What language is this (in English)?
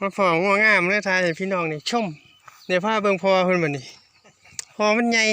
Northeastern Thai